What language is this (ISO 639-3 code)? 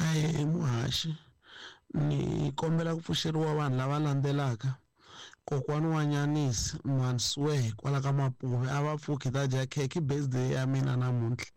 tso